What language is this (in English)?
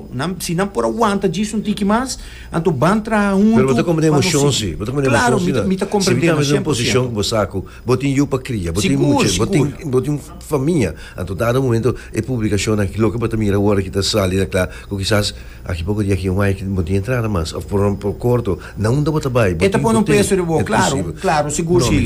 Papiamento